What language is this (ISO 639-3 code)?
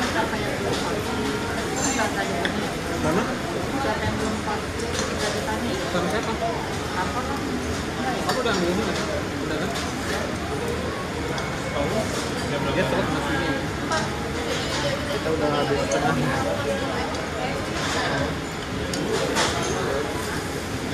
ind